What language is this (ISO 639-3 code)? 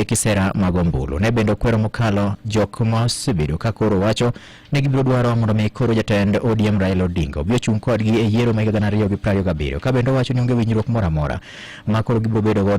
luo